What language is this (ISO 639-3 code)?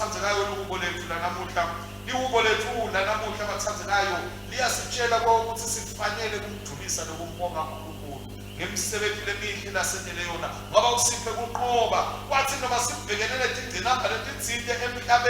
ssw